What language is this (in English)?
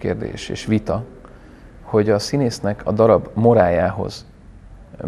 Hungarian